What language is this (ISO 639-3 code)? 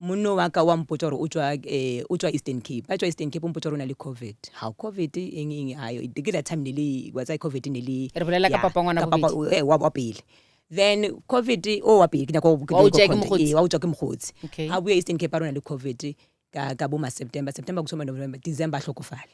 nso